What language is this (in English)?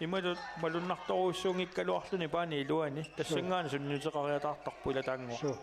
Kalaallisut